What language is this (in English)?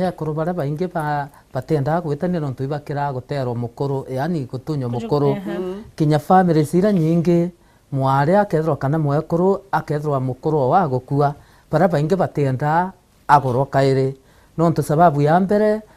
Meru